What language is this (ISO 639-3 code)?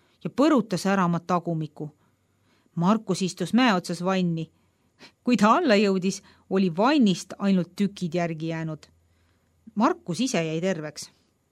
est